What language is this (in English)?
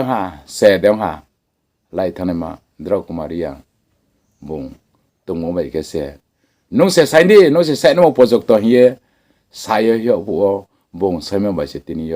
Riang (India)